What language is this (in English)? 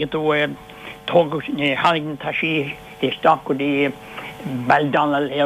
Irish